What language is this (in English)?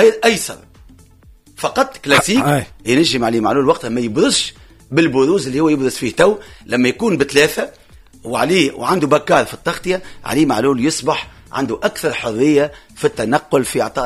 Tunisian Arabic